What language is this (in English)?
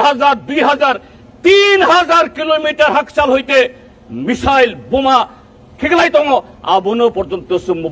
Kok Borok